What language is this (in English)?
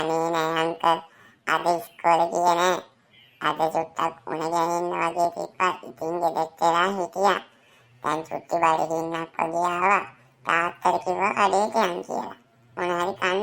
Sinhala